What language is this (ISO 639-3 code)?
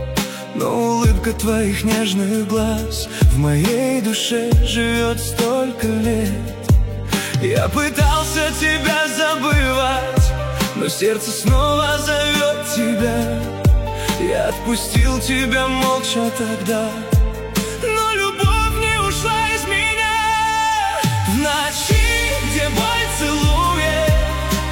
rus